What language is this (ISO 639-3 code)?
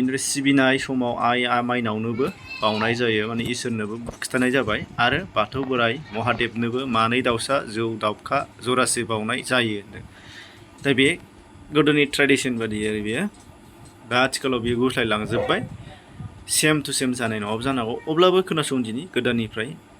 brx